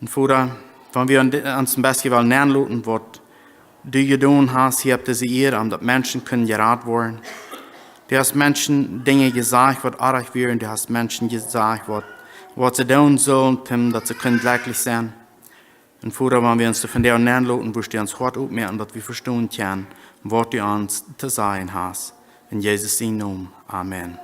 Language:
Plautdietsch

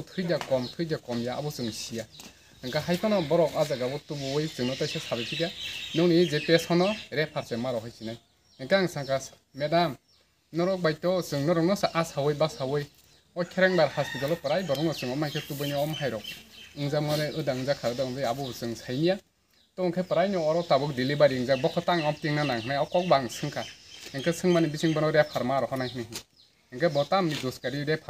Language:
Kok Borok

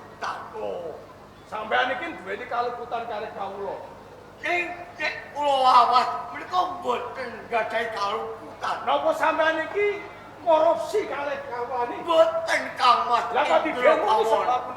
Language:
Javanese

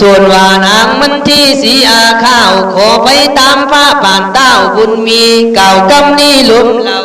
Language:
Khün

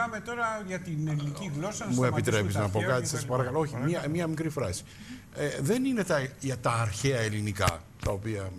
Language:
Greek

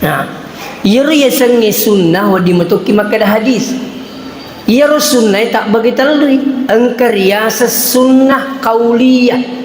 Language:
Buginese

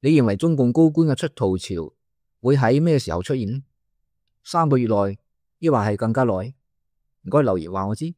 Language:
Cantonese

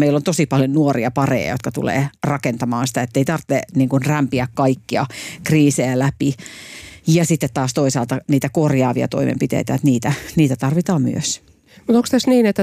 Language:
Finnish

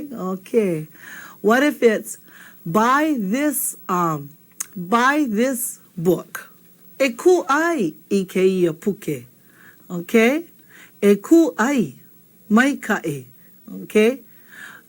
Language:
Hawaiian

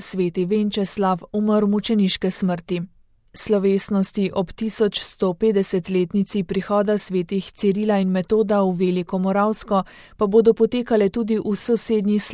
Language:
Slovenian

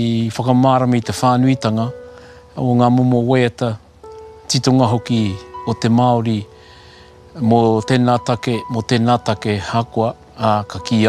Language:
Māori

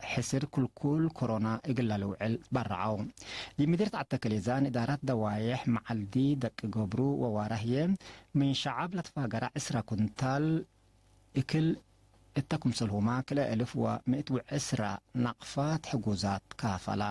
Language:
Tigre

